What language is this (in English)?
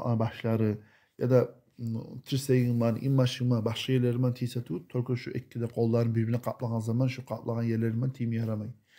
Kumyk